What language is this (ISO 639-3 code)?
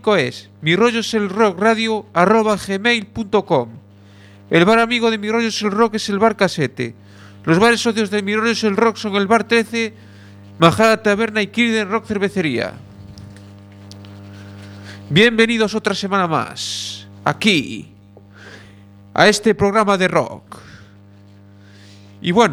spa